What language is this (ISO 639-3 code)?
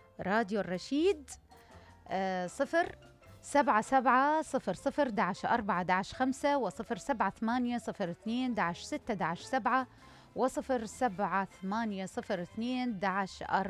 acm